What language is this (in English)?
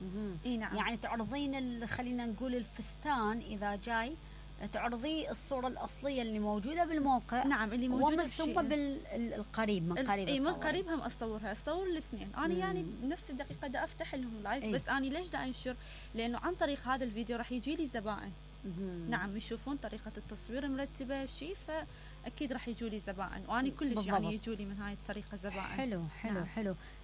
Mesopotamian Arabic